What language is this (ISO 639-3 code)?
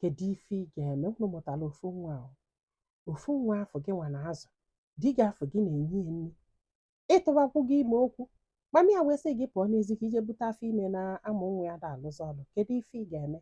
ibo